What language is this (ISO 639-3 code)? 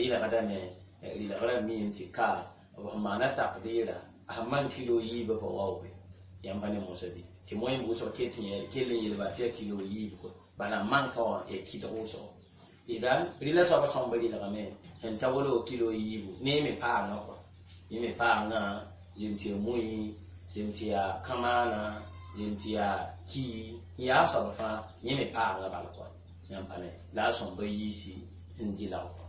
mos